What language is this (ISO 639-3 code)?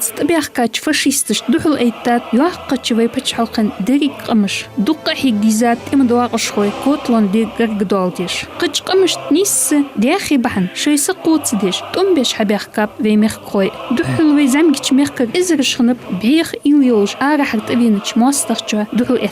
inh